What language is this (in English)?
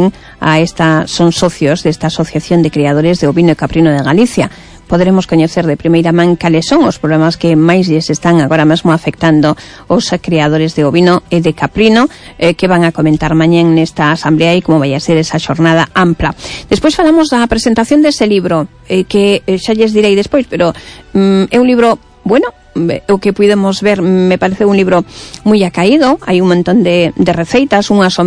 Galician